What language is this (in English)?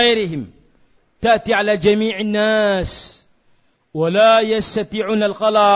Indonesian